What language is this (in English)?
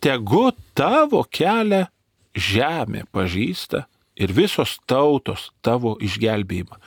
Lithuanian